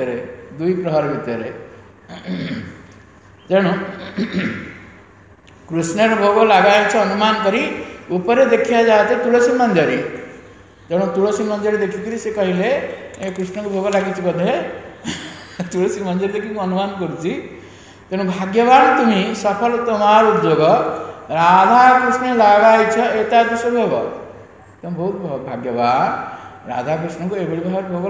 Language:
Odia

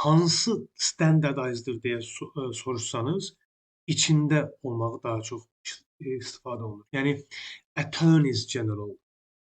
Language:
Azerbaijani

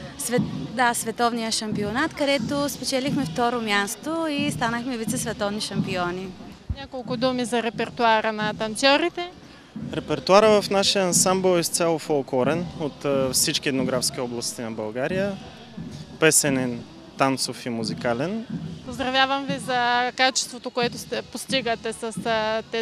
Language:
Bulgarian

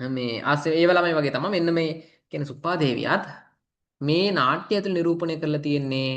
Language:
Sinhala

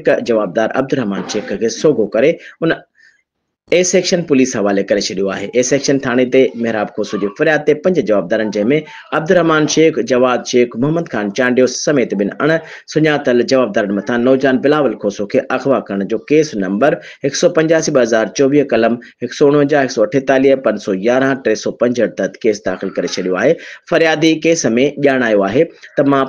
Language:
Sindhi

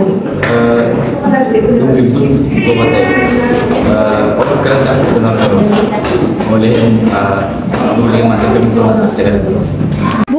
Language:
Yakut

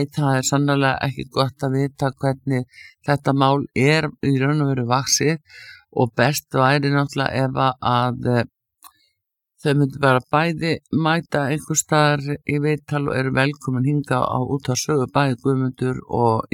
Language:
Icelandic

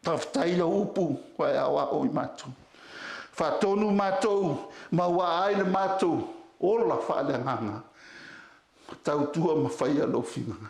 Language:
Samoan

